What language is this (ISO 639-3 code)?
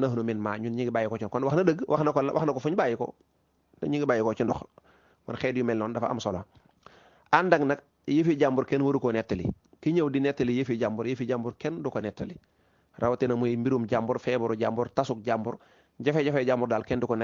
wol